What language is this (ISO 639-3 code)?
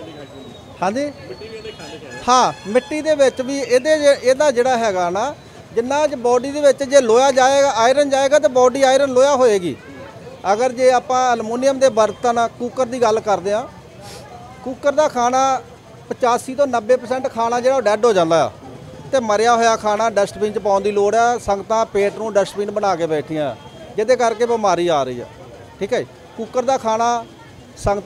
pan